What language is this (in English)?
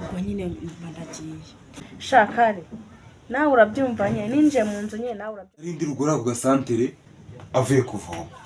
Kinyarwanda